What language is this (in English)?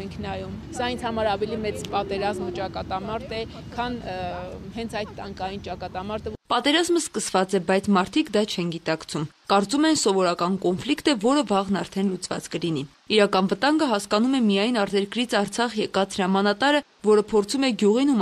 Armenian